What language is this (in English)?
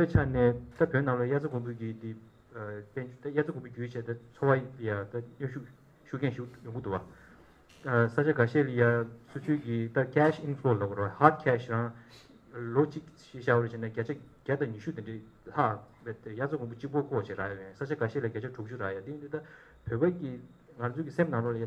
Tibetan